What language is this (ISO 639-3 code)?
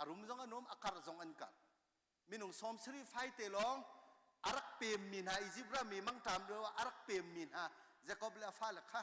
cnh